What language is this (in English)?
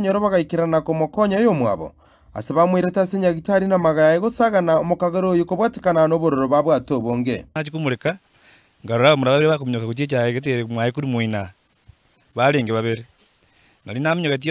Gusii